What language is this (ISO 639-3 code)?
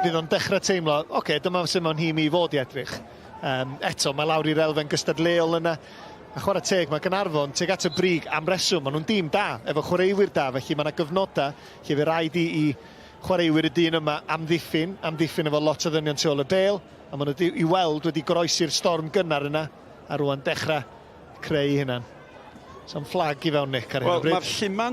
cym